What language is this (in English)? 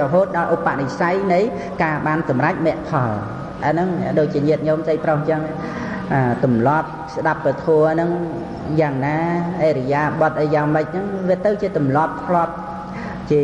Khmer